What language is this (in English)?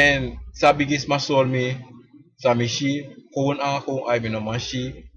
Sranan Tongo